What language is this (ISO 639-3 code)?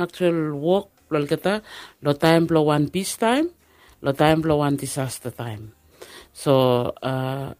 bis